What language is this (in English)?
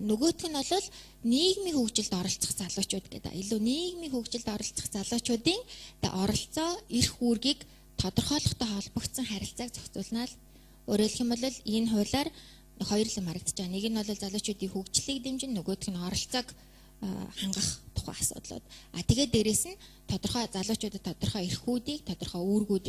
Mongolian